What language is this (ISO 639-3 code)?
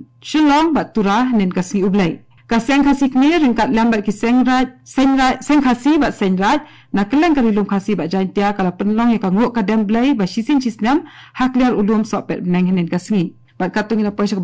kha